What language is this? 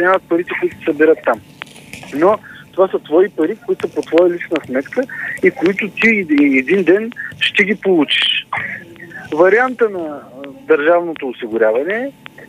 Bulgarian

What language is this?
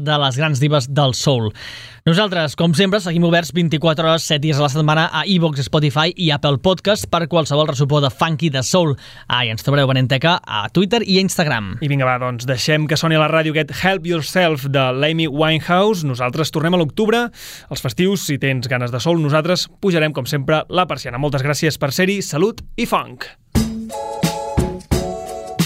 Catalan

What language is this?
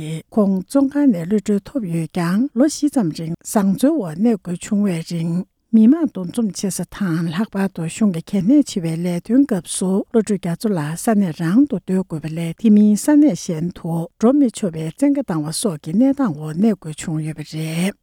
Tibetan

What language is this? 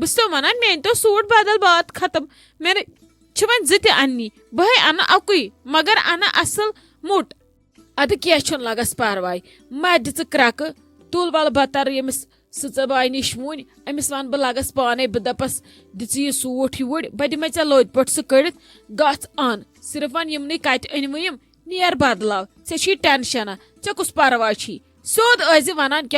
Kashmiri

